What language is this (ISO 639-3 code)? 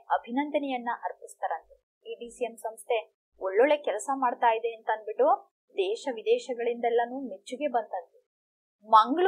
kan